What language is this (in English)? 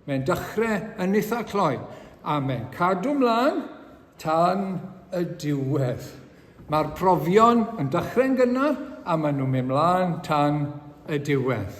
Welsh